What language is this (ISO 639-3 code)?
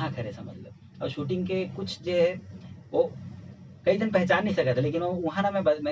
hne